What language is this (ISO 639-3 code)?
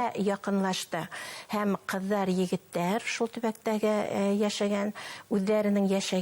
bak